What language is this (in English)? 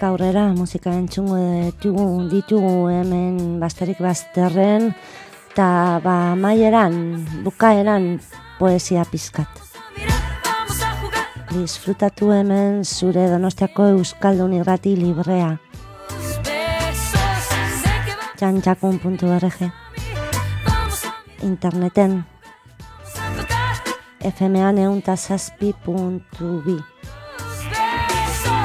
Basque